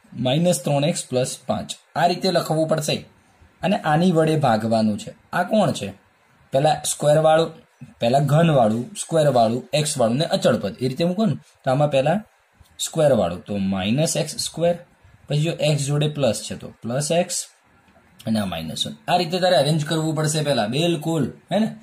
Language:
Gujarati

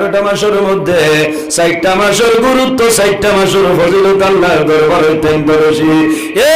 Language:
Sylheti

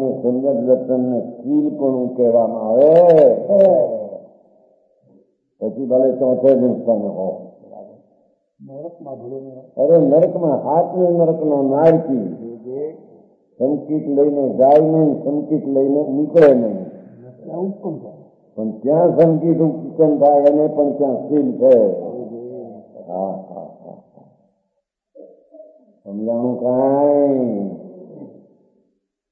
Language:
Gujarati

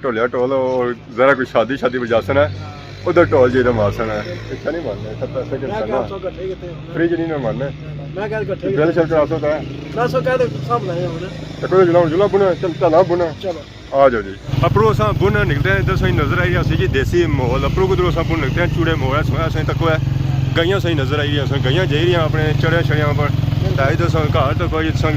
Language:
Pahari-Potwari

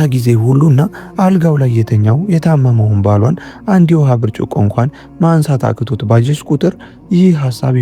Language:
Amharic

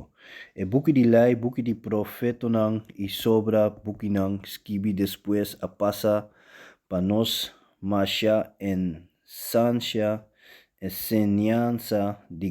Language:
Papiamento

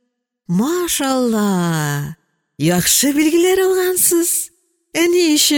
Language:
Tatar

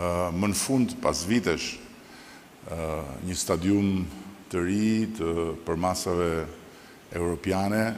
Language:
Albanian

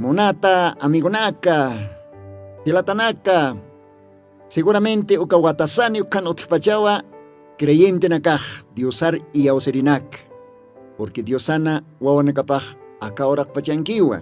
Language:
Aymara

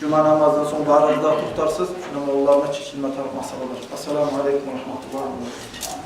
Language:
Kumyk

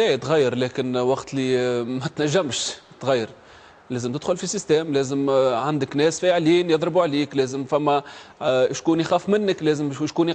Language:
Tunisian Arabic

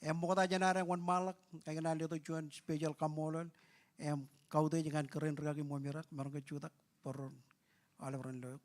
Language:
Marshallese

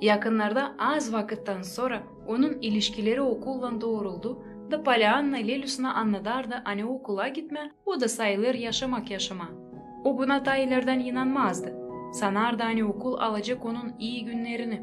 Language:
Gagauz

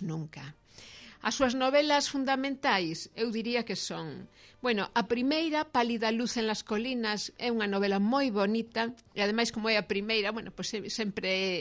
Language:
Galician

